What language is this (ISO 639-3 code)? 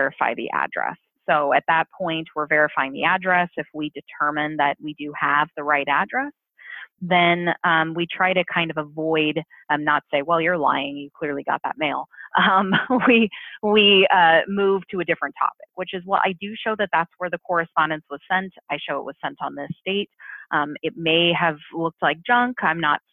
eng